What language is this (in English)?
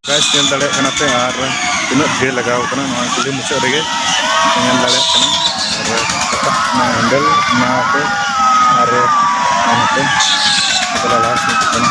Santali